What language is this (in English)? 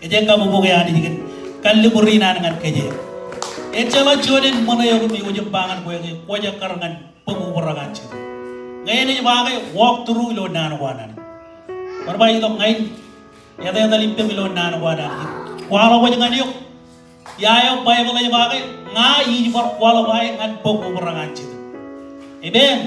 Marshallese